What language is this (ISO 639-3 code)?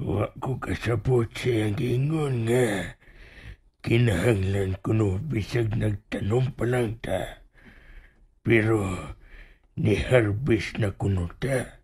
ceb